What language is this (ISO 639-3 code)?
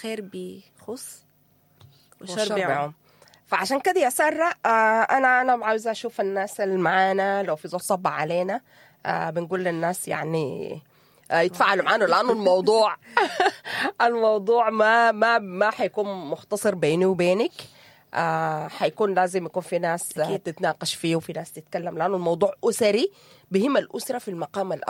apd